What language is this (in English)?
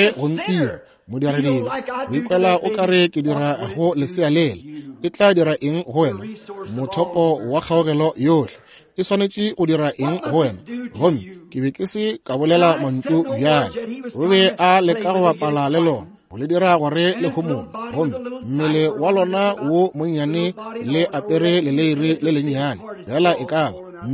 Northern Sotho